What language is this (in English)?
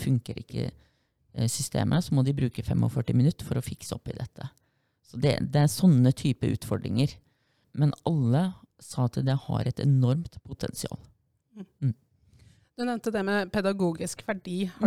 Norwegian